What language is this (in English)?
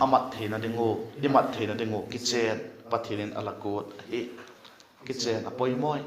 Vaiphei